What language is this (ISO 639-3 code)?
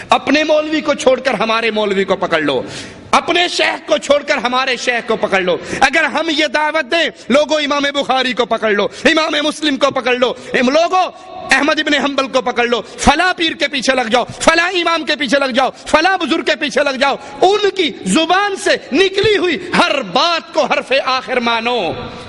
urd